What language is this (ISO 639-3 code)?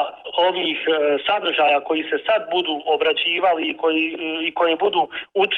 bos